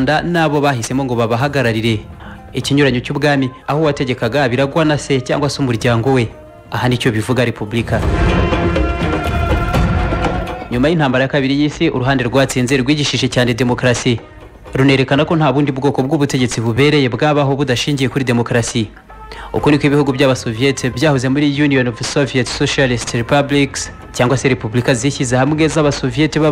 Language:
Kinyarwanda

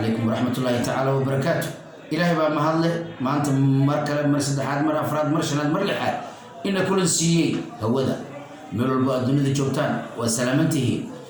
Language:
Somali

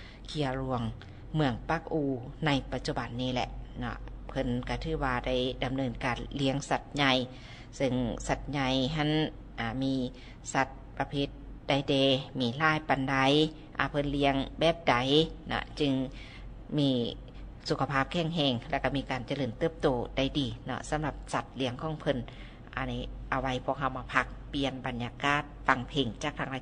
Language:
Lao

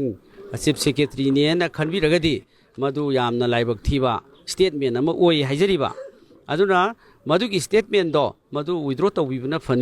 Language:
Manipuri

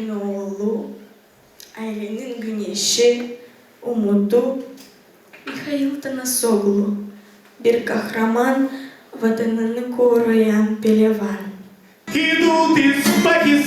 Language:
Gagauz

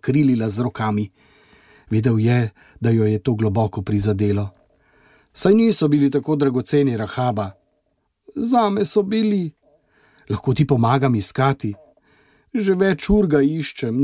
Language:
Slovenian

